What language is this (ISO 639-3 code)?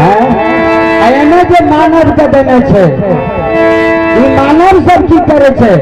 mai